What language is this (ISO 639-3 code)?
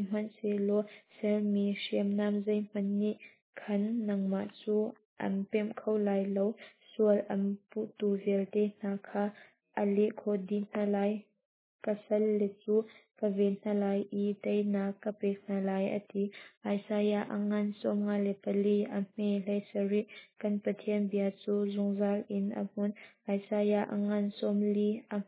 cnh